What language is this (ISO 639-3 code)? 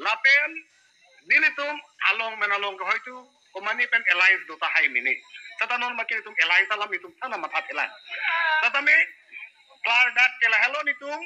mjw